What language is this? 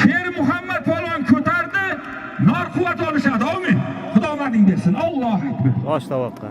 Uzbek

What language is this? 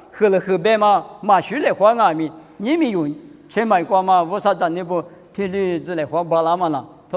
Lisu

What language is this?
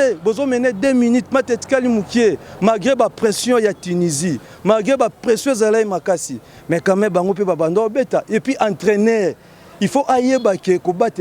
Lingala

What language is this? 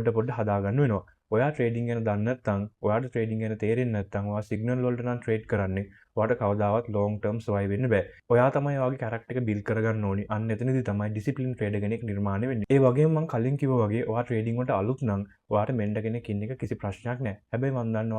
Sinhala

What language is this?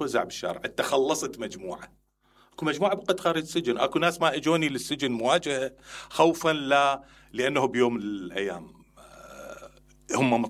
Mesopotamian Arabic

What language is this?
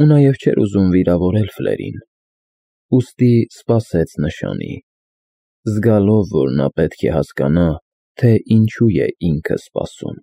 Armenian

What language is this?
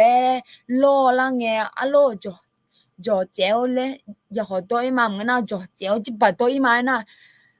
Akha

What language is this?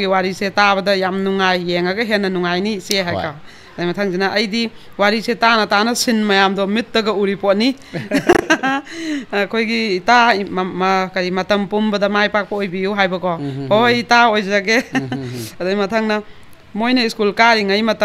Manipuri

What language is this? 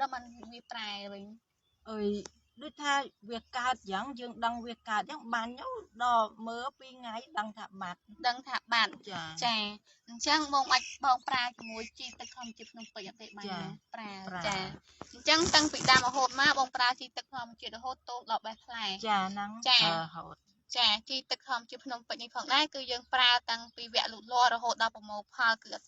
Khmer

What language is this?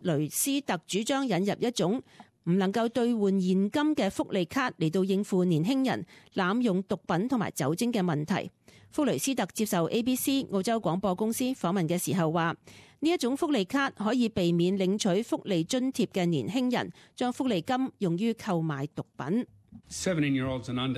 Cantonese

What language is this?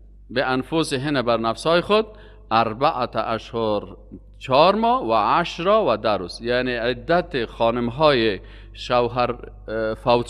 Persian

